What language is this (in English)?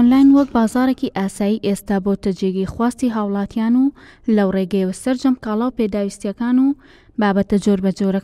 Central Kurdish